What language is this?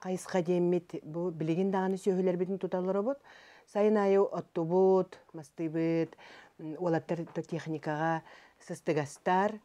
Yakut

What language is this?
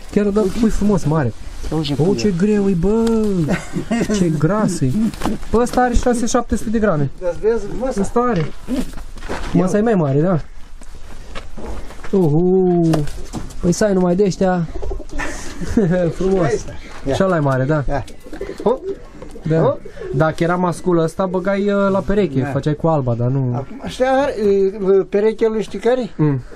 Romanian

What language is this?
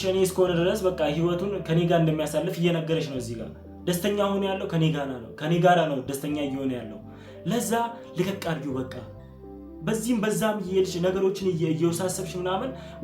Amharic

